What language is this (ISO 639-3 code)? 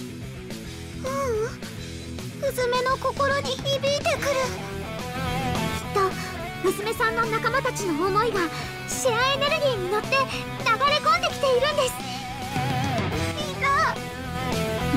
jpn